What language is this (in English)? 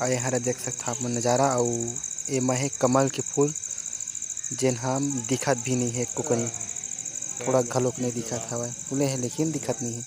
Chhattisgarhi